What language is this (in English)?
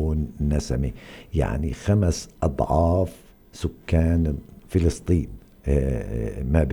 North Levantine Arabic